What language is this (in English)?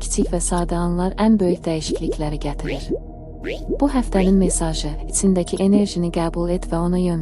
Azerbaijani